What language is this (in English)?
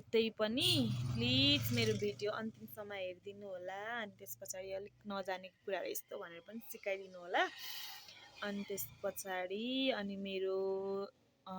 Nepali